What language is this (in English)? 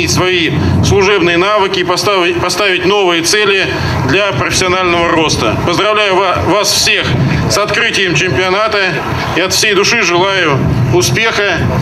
Russian